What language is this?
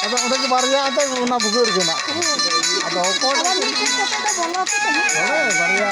Santali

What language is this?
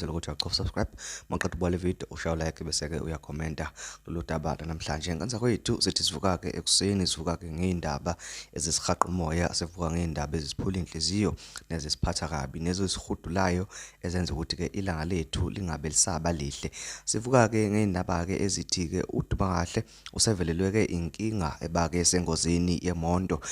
Zulu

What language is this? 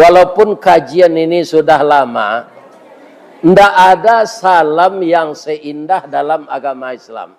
Minangkabau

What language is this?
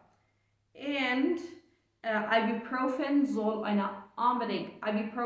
Plautdietsch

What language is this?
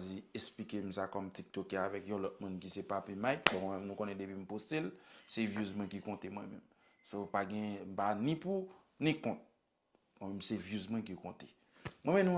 Haitian Creole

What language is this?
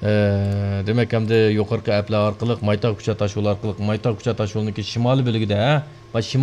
Uyghur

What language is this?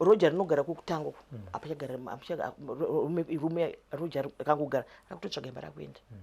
Shona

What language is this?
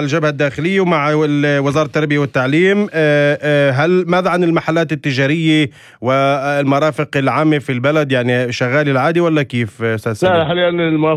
North Levantine Arabic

